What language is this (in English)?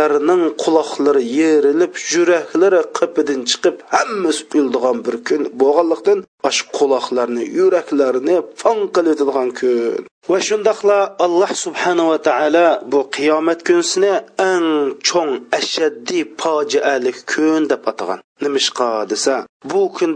Uyghur